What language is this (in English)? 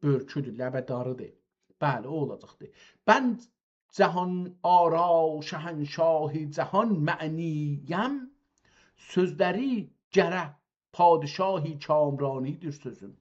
South Azerbaijani